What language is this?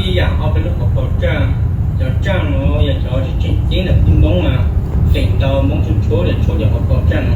Hmong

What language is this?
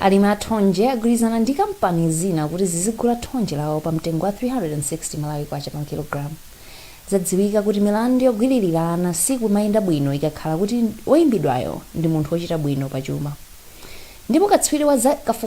Nyanja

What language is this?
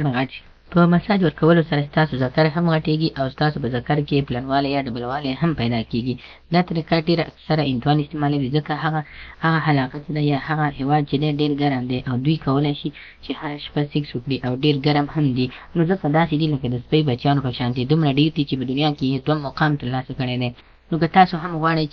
Pashto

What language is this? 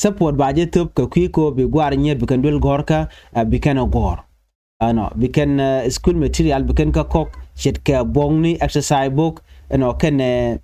Nuer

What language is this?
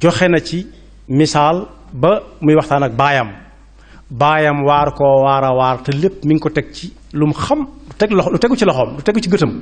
Wolof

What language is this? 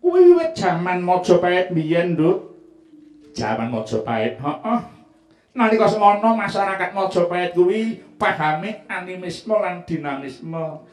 Javanese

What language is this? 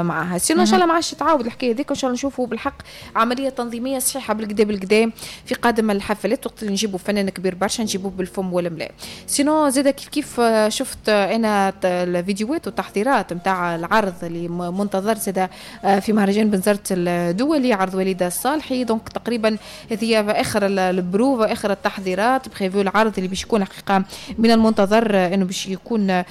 Tunisian Arabic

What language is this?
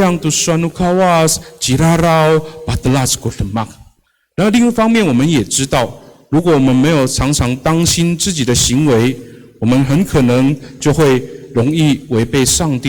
Amis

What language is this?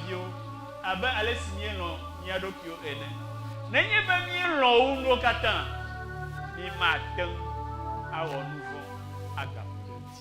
Ewe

